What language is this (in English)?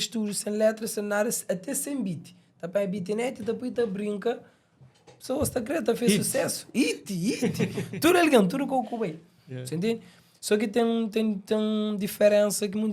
Kabuverdianu